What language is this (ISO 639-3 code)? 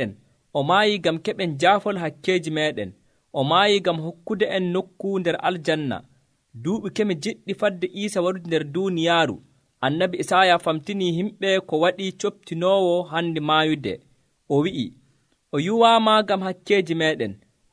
fuv